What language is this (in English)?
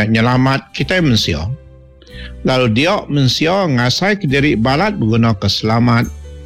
Iban